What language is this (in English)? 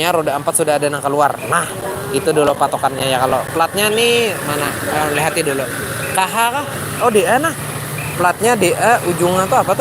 Banjar